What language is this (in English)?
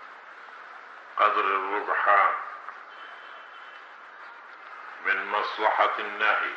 Arabic